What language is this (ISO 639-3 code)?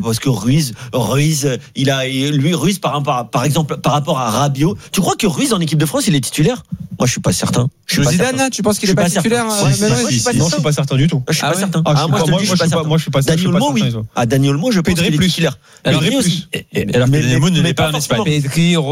fra